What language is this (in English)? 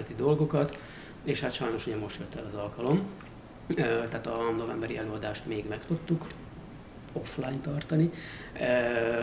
Hungarian